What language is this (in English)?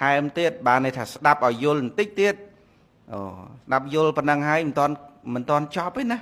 Khmer